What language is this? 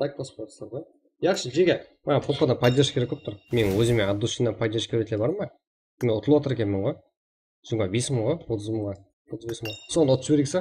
Kara-Kalpak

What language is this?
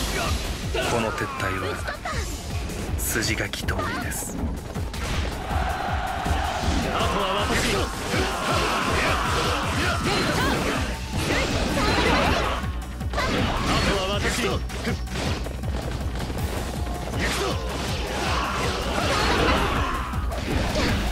Japanese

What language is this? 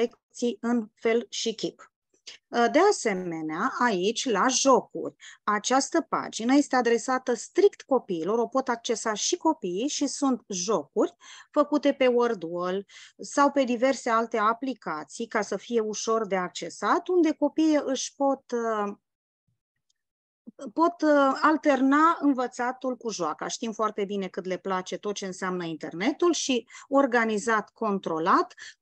Romanian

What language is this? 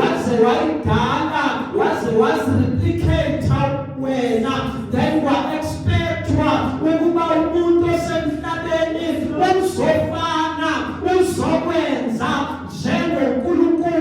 Zulu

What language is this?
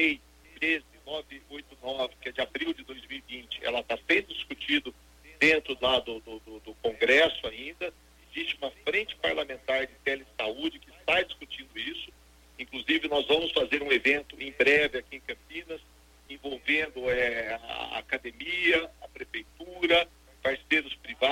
Portuguese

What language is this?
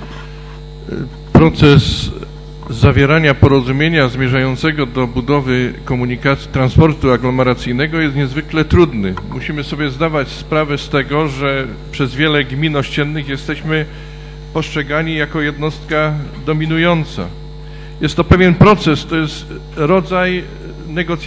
Polish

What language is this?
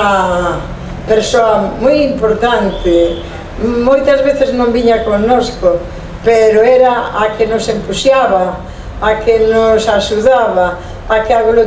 Galician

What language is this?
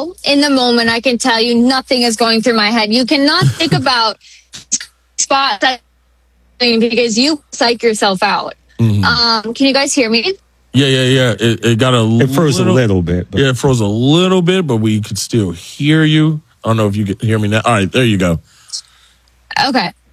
English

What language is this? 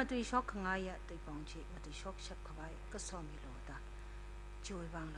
Tangkhul Naga (India)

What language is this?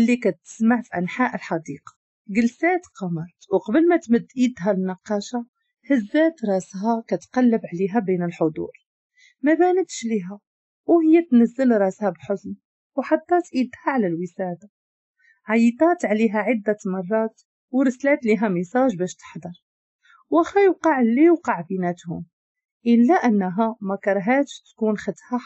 Moroccan Arabic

